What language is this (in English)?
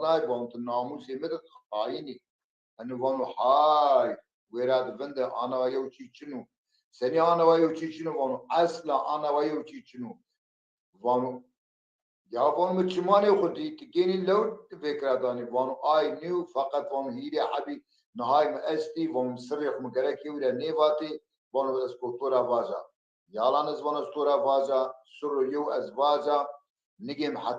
Zaza